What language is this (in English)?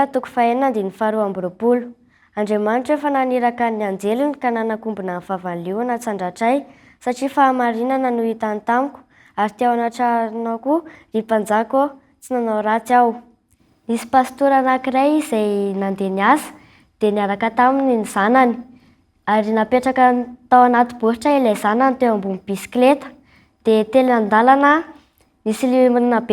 Malagasy